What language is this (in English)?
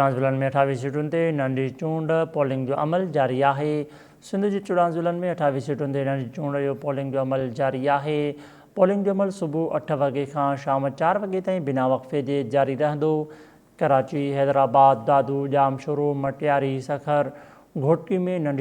Sindhi